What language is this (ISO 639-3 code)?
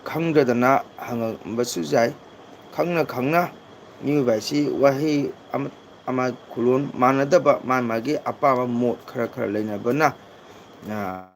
mni